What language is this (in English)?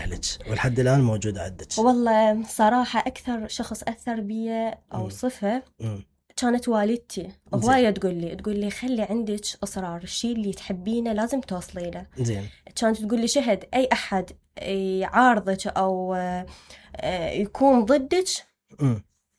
Mesopotamian Arabic